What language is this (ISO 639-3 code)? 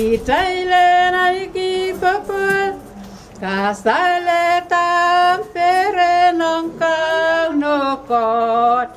pon